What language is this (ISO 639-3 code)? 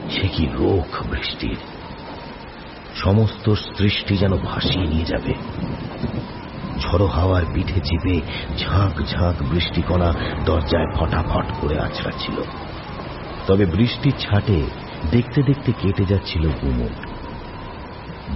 ben